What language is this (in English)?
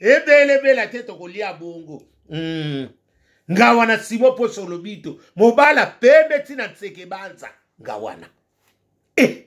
Lingala